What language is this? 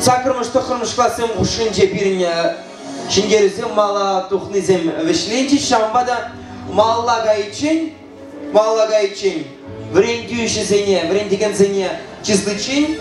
Chuvash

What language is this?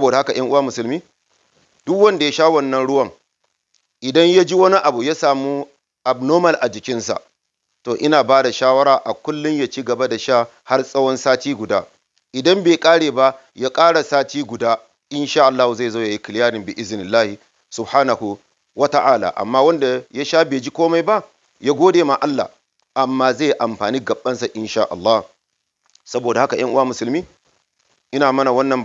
Hausa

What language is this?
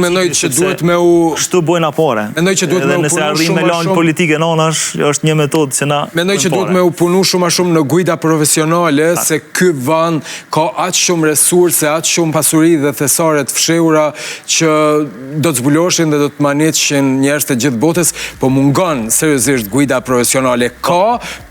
Albanian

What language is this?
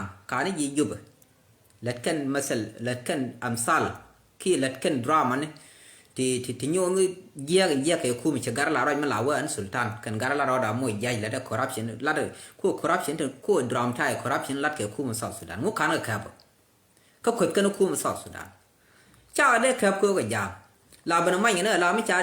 Nuer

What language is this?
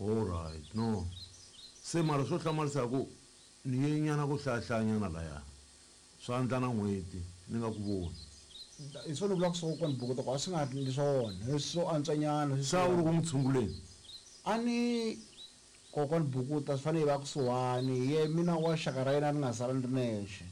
Tsonga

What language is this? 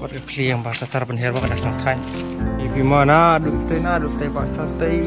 Khasi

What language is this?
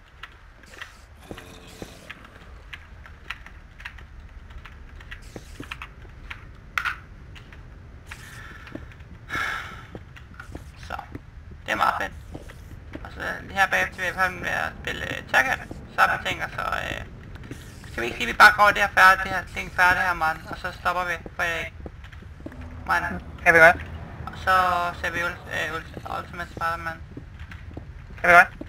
Danish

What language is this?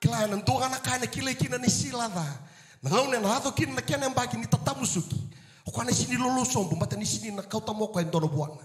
Fijian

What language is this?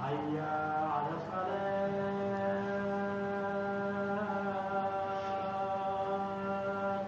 Kurdish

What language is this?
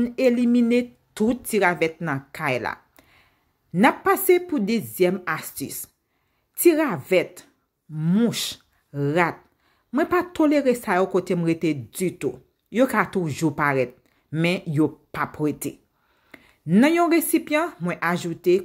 Haitian Creole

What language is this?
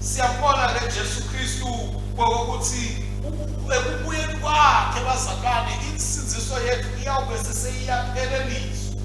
Swati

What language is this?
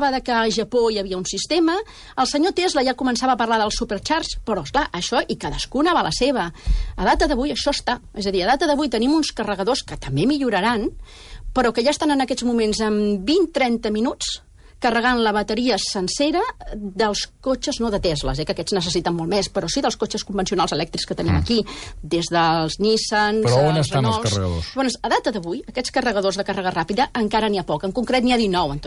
Catalan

